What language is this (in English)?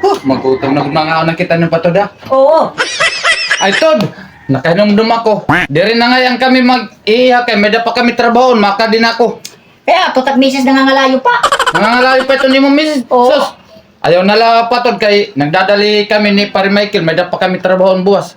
Waray